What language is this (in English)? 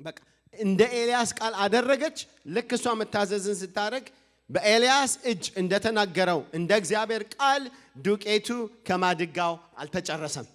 Amharic